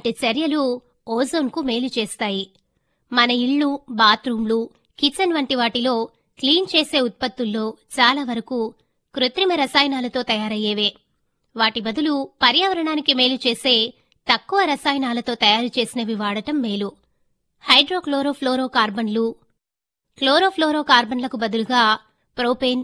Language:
Telugu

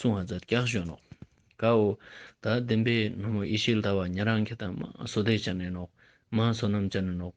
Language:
Ladakhi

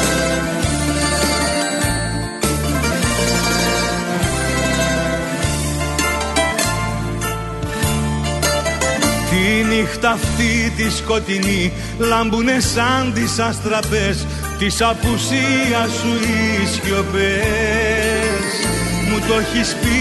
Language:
Greek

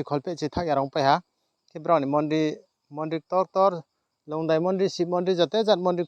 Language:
Riang (India)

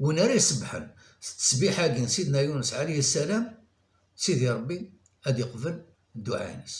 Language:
Kabyle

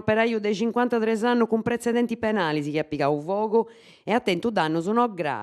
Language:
Sardinian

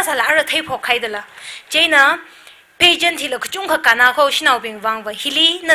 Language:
Tangkhul Naga (India)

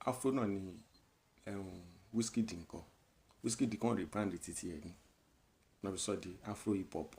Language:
Yoruba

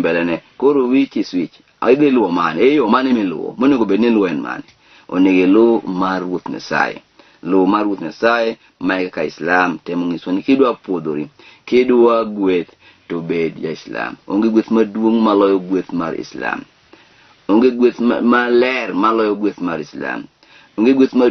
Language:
Luo (Kenya and Tanzania)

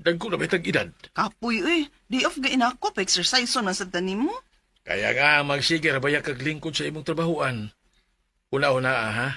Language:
Cebuano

